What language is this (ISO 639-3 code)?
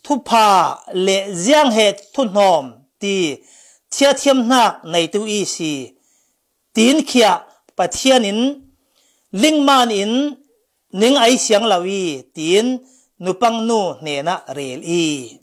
cfm